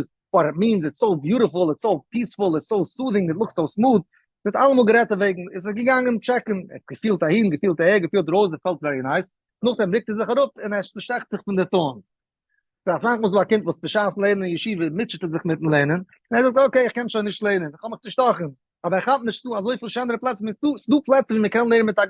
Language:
Yiddish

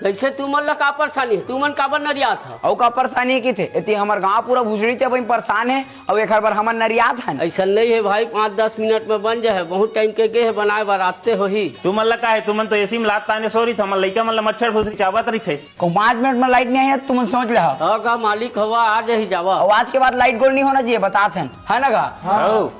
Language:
Chhattisgarhi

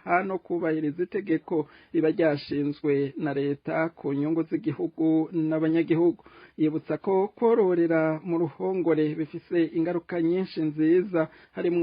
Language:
Rundi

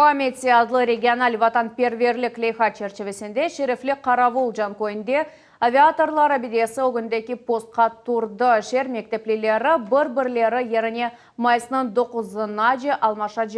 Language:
Crimean Tatar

